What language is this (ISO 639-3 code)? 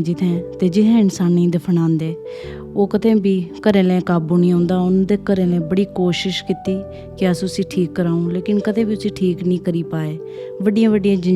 doi